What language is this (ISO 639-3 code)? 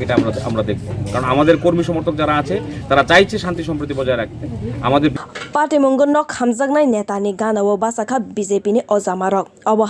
trp